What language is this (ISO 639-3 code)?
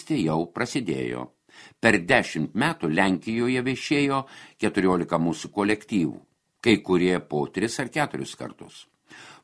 lit